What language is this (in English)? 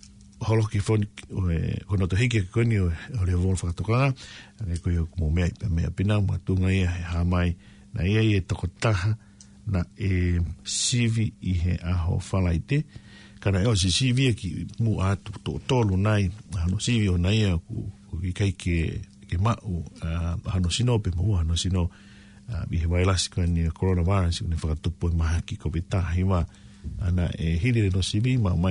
Tongan